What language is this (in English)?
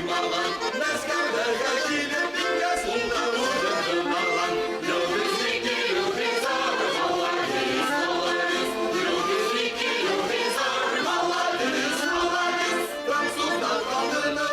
Bashkir